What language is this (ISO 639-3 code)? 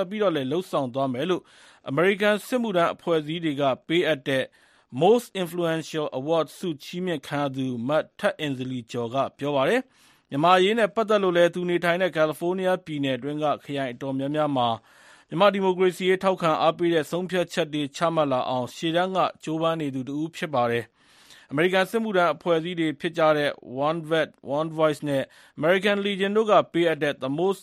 mya